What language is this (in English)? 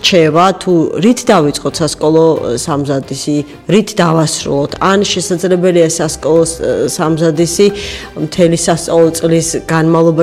Georgian